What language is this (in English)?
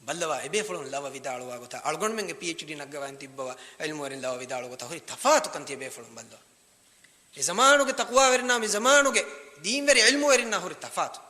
Divehi